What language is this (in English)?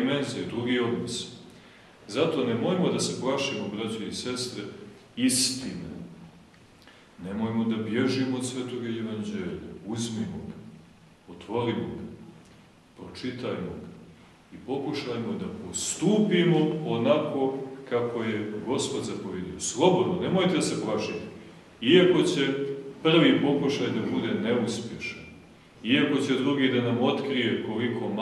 Serbian